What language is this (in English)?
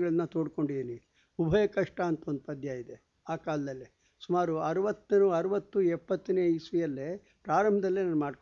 Kannada